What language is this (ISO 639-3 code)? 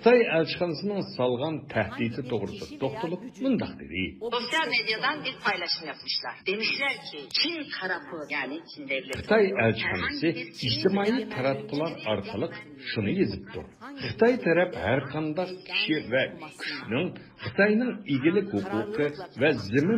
uig